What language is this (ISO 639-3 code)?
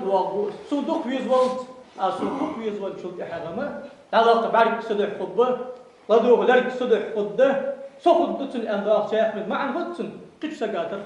inh